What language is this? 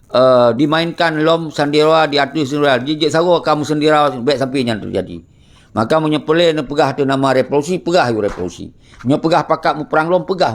Achinese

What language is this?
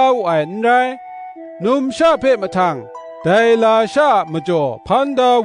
Kachin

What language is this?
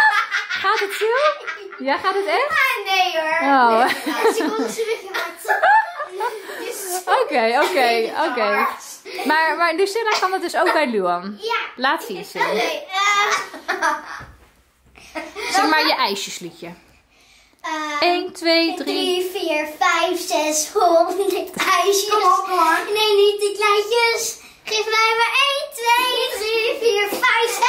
Dutch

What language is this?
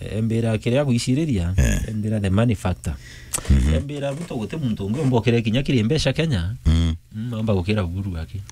Meru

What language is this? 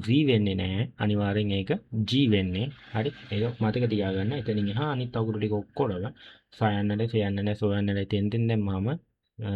Sinhala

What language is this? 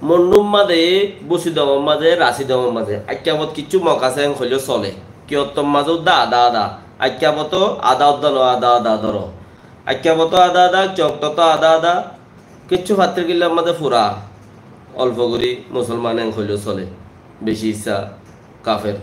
Rohingya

